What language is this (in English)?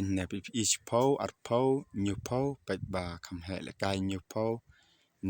Khasi